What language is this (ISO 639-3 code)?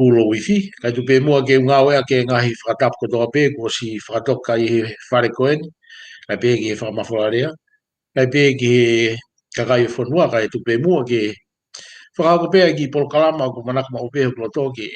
ton